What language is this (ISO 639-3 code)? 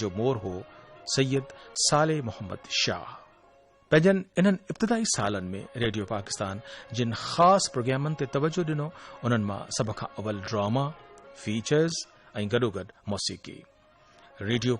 snd